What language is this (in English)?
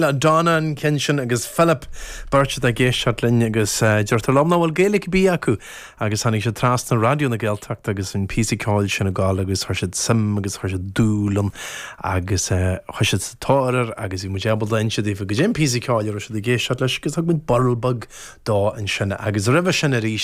Irish